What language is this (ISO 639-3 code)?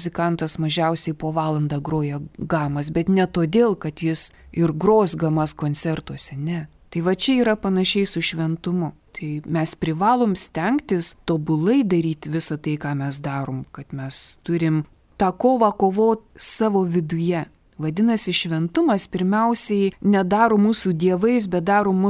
lit